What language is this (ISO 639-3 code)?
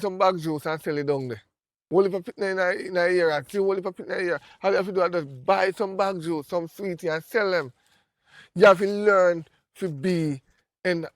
jam